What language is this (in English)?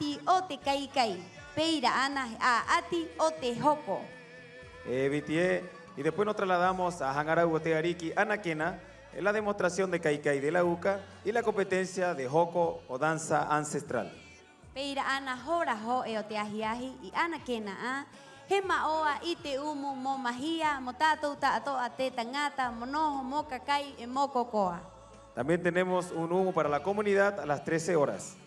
Rapanui